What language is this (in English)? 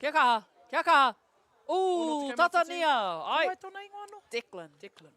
Māori